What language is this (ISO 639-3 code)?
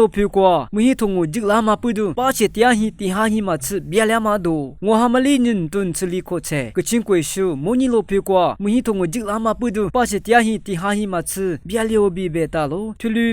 lis